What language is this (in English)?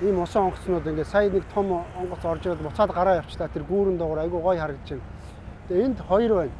Mongolian